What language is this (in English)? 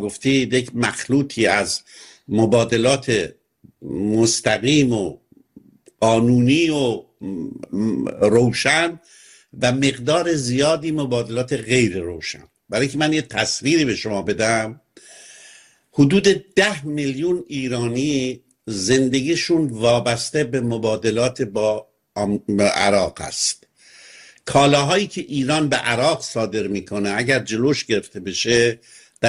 Persian